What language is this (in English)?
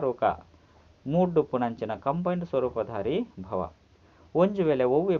Tulu